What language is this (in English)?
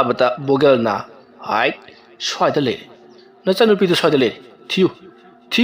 Manipuri